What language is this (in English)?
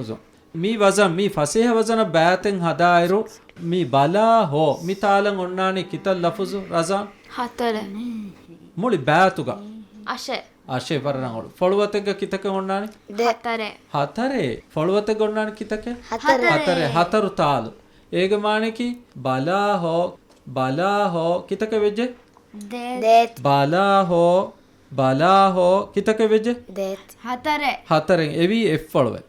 Divehi